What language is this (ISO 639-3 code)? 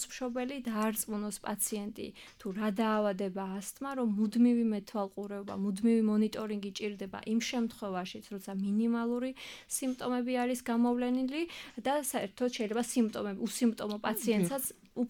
kat